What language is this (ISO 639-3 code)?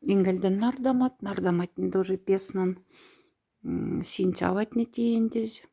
mdf